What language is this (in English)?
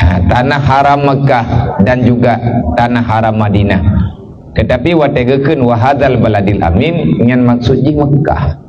Achinese